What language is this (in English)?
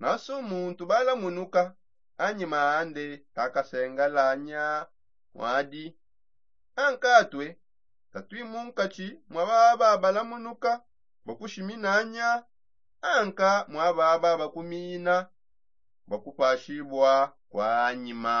Songe